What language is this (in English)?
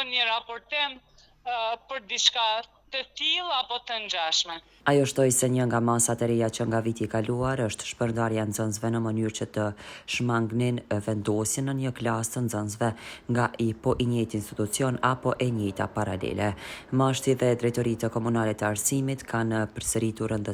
Albanian